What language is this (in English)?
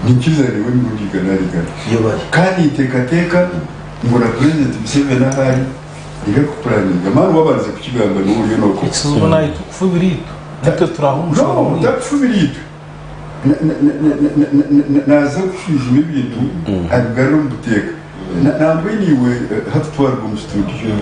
Nyankole